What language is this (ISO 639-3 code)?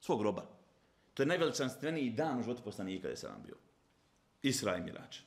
bos